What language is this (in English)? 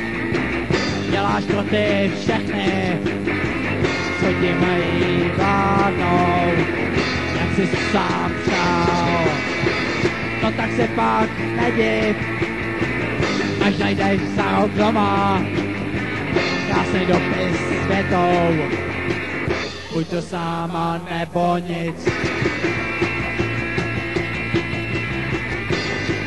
Czech